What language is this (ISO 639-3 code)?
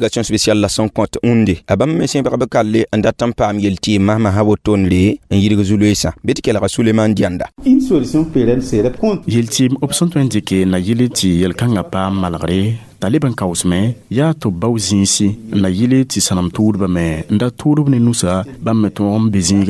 mos